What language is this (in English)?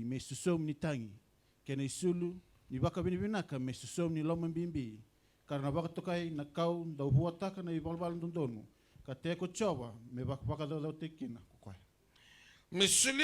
Fijian